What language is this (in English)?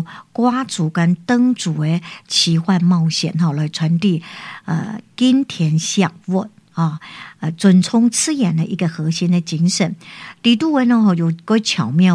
Min Nan Chinese